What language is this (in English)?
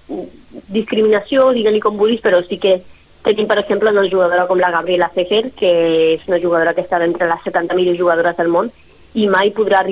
Catalan